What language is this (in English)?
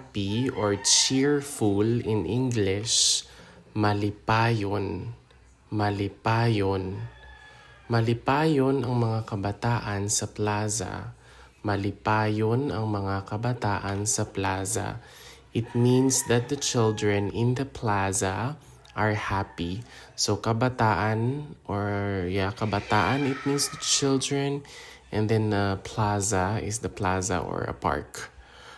Hiligaynon